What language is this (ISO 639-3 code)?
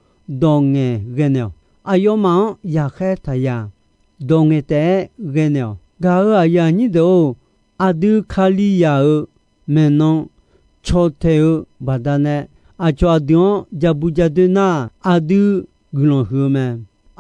ahk